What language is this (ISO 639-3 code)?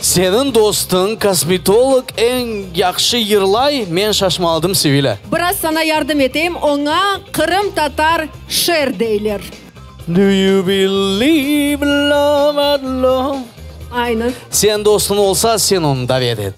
crh